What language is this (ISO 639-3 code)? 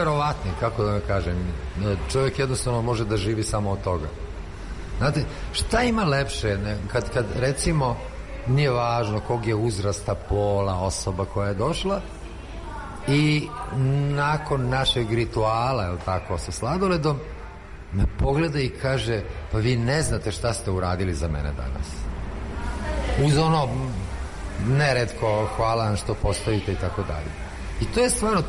srp